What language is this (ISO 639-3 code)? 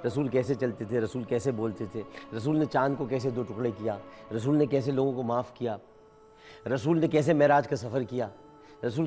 urd